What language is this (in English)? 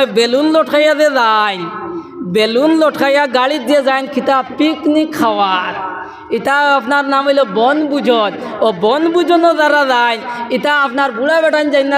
Sylheti